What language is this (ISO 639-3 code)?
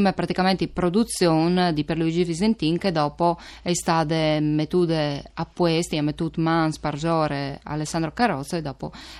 fur